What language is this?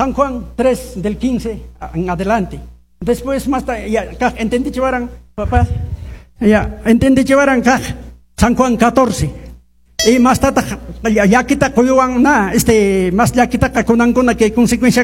Quechua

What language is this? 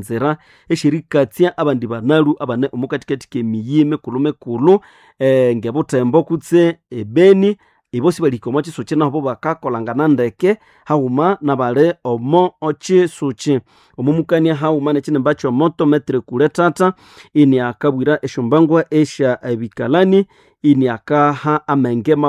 Nande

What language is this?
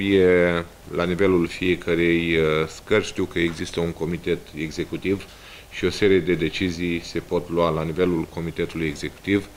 Romanian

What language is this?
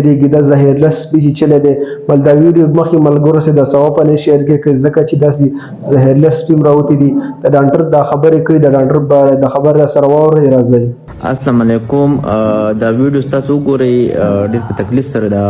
Pashto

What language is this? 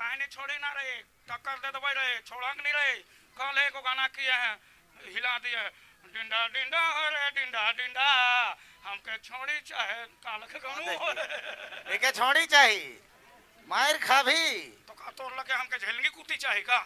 Sadri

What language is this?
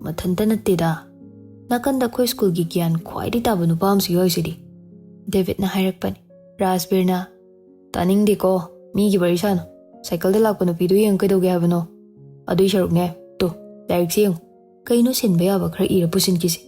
Manipuri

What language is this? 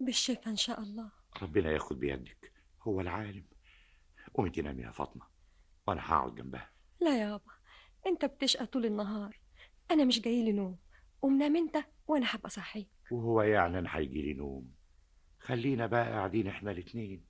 Egyptian Arabic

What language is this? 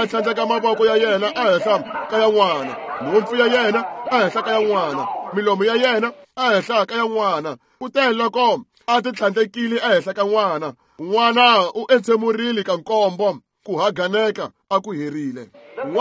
Tsonga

